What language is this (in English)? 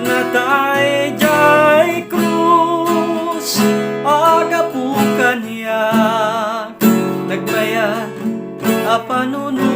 Iloko